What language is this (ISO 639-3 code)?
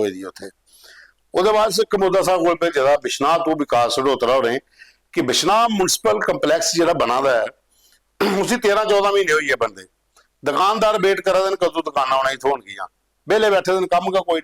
doi